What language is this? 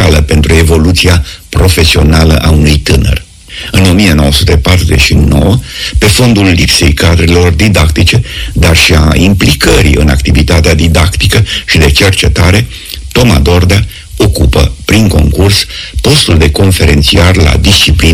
Romanian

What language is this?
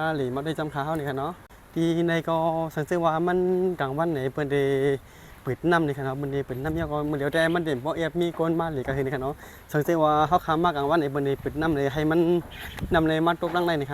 Shan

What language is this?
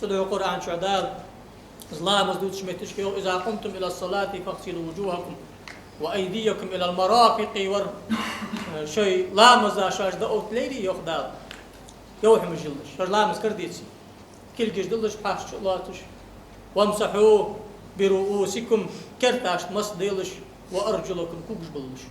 Ingush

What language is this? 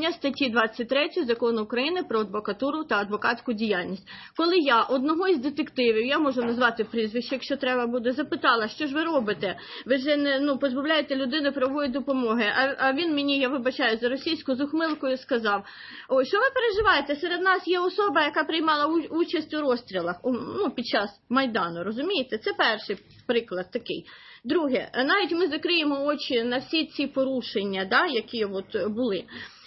Ukrainian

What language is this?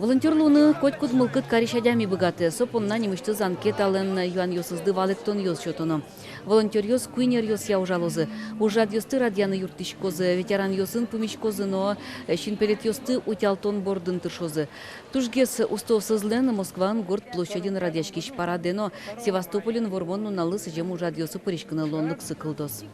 Udmurt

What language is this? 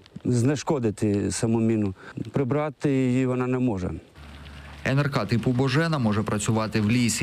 Ukrainian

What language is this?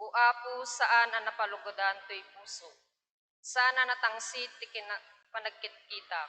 Iloko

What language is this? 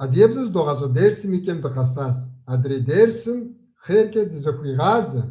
Kabardian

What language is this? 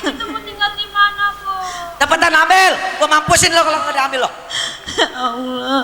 Betawi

